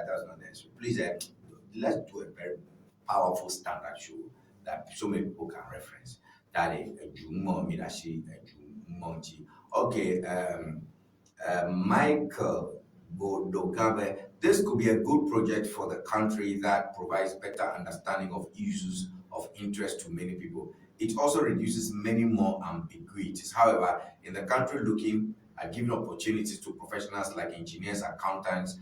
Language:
Ewe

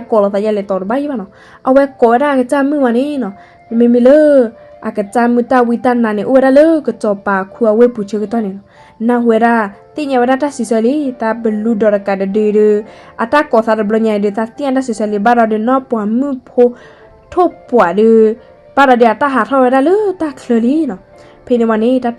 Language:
S'gaw Karen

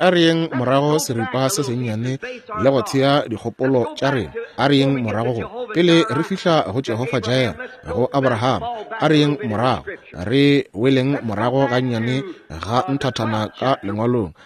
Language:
Northern Sotho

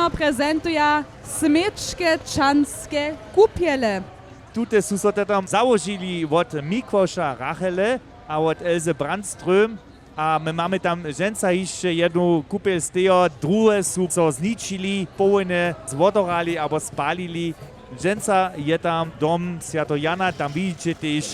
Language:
Upper Sorbian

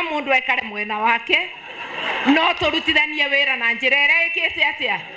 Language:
Meru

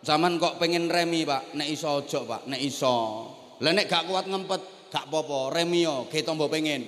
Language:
Javanese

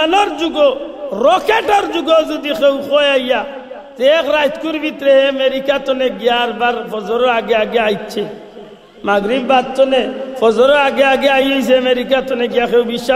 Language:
Sylheti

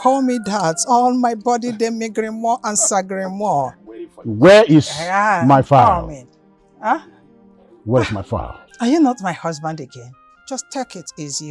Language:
Nigerian Pidgin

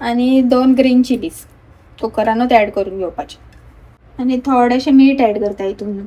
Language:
Konkani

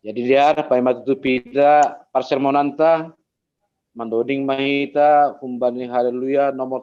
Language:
Batak Simalungun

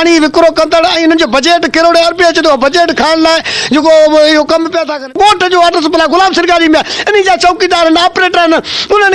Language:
Sindhi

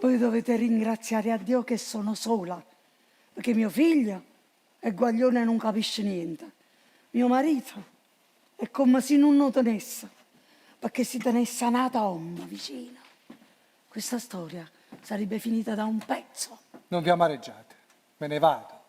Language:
Neapolitan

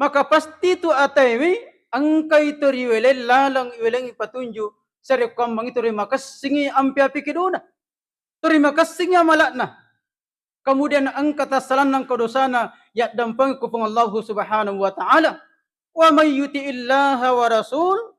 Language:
Buginese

